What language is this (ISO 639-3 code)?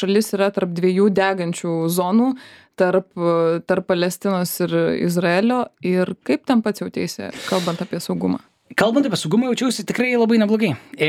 lit